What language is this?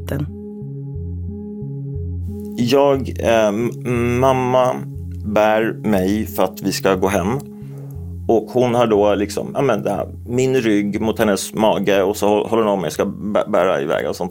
Swedish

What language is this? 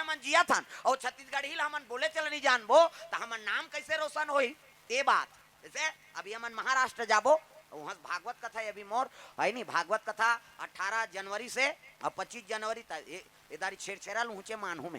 Chhattisgarhi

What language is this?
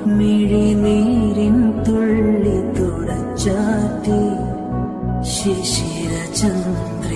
Malayalam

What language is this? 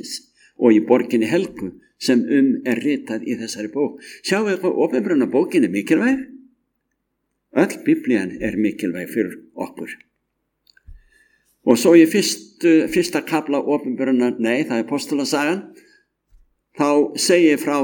Icelandic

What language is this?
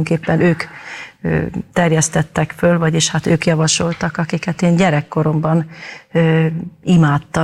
Hungarian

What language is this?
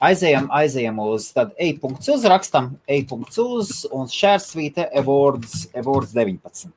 Latvian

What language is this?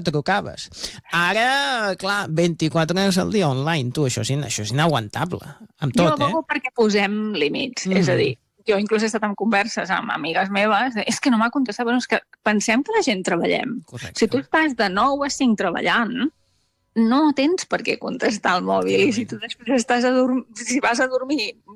Catalan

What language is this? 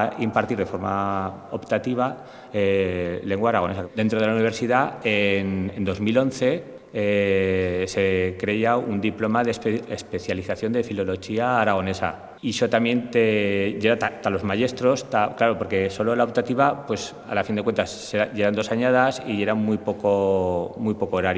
Aragonese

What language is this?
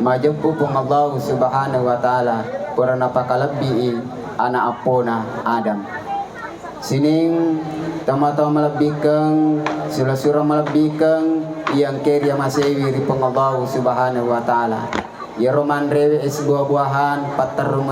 Buginese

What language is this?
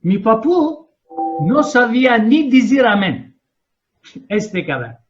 Ladino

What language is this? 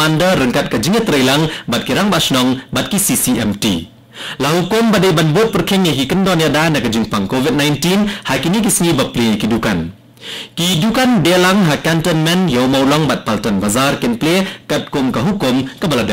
Khasi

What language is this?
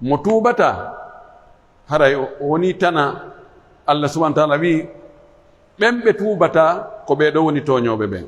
Pular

